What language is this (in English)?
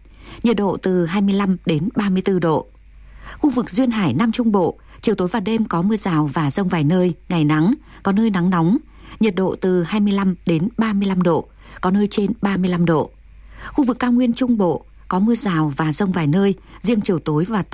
Vietnamese